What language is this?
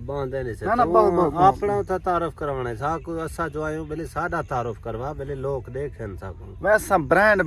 Saraiki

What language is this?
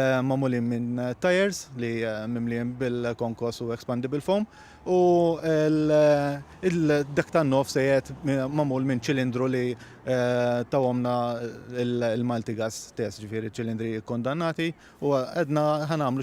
Maltese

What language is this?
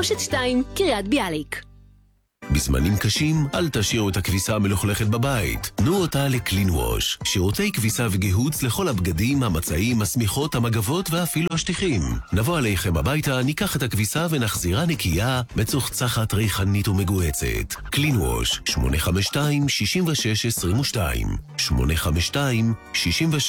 Hebrew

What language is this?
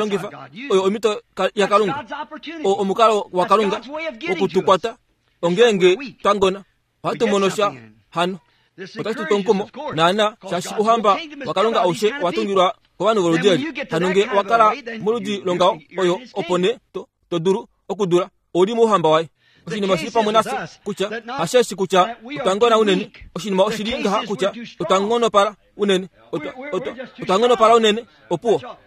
Kuanyama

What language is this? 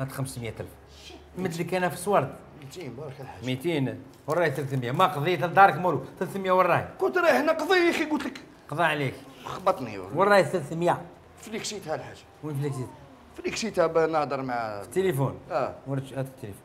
Algerian Arabic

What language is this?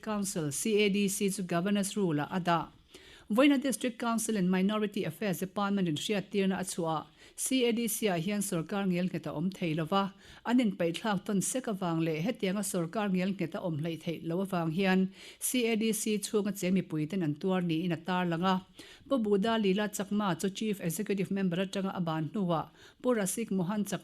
Mizo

